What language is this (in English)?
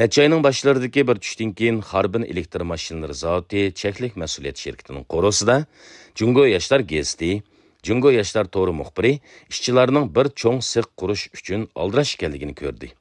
Uyghur